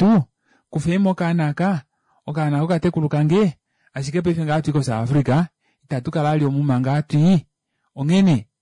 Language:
Kuanyama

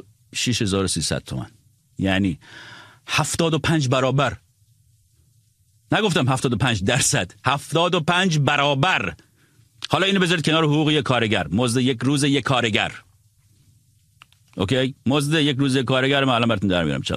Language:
Persian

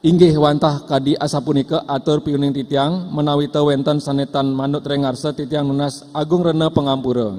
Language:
Balinese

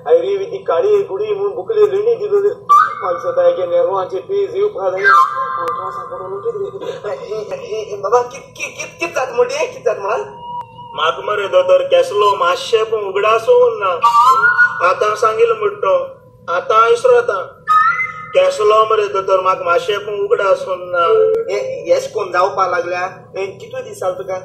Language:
Konkani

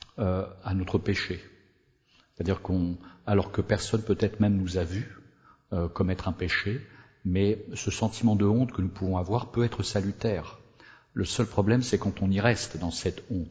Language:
French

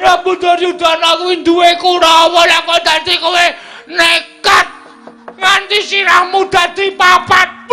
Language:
Javanese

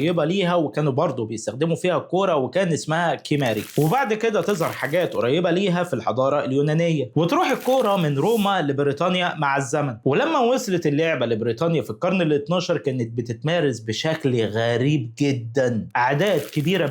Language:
Egyptian Arabic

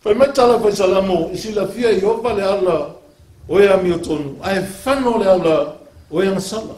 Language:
Samoan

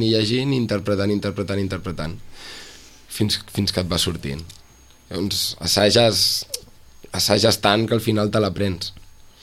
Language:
Catalan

